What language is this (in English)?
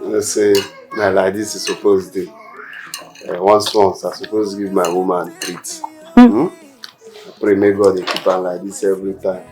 Nigerian Pidgin